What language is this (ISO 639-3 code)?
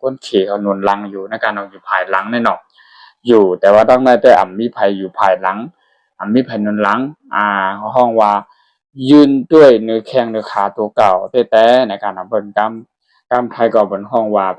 shn